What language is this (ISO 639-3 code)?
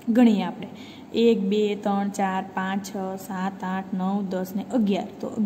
guj